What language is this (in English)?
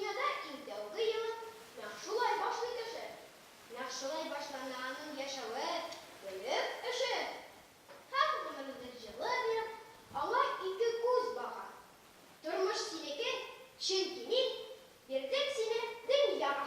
Tatar